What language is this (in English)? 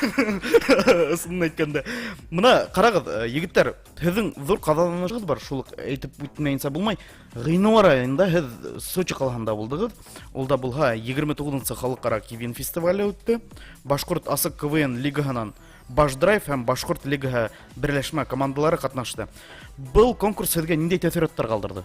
Bashkir